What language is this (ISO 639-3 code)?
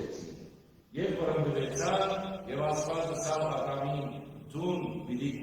hyw